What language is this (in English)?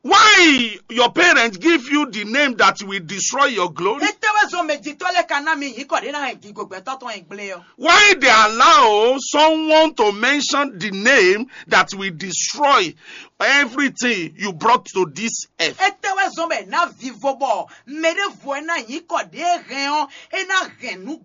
Fon